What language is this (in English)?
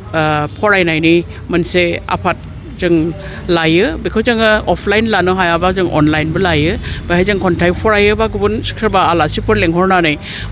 Bodo